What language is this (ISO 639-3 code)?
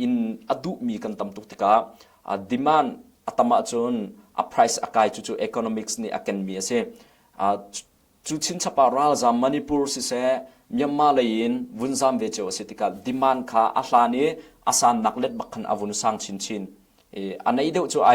cnh